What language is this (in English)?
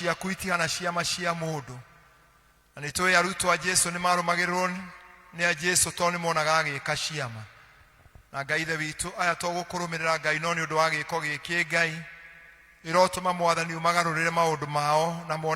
Kikuyu